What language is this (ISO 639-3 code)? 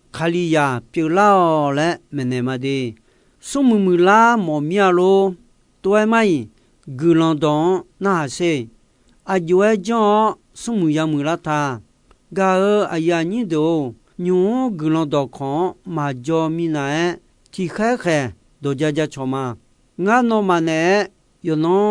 ahk